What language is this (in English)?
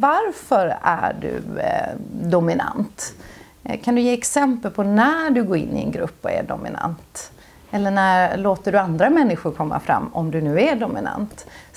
Swedish